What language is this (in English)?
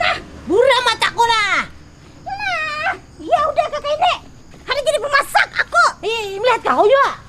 Banjar